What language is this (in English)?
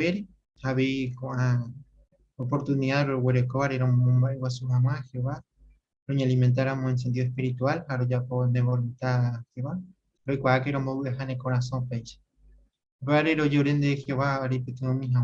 Guarani